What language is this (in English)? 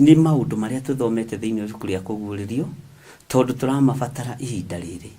Kikuyu